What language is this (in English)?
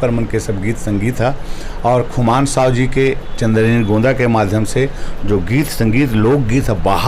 Chhattisgarhi